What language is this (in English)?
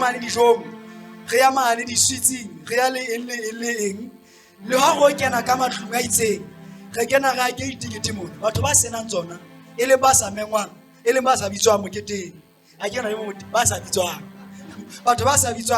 Southern Sotho